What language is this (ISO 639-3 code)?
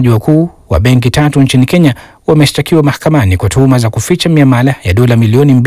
swa